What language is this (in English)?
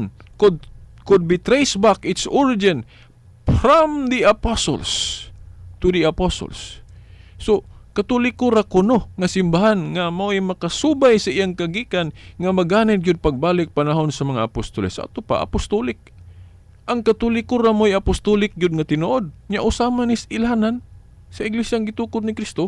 Cebuano